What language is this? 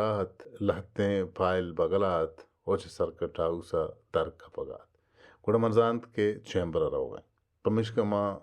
Baluchi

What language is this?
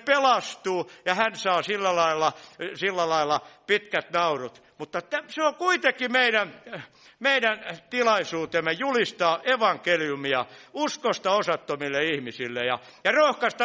Finnish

